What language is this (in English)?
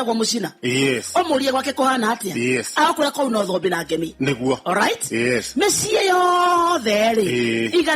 Kikuyu